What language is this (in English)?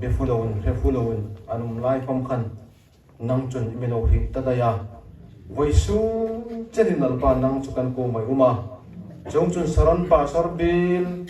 Hmar